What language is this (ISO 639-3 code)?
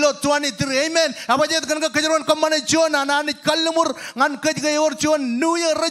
mah